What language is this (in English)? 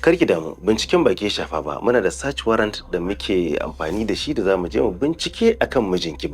Hausa